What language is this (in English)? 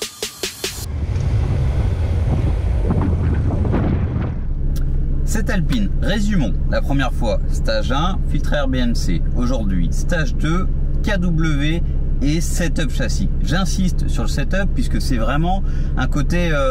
French